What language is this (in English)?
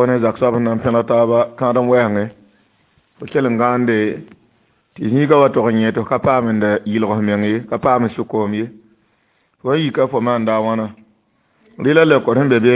Mossi